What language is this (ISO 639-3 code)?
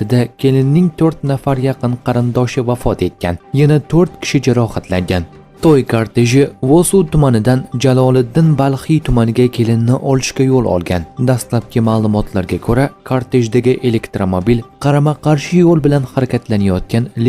uzb